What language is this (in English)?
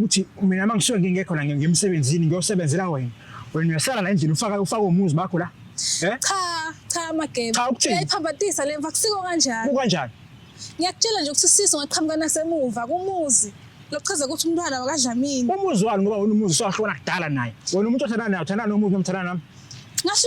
Zulu